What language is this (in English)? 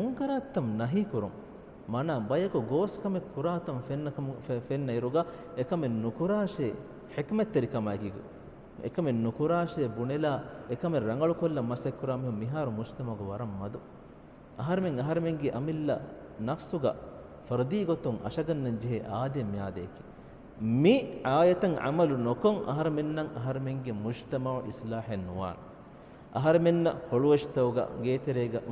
Divehi